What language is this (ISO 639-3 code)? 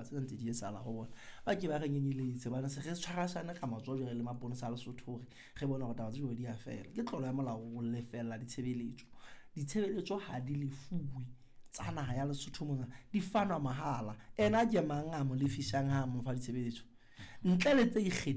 sot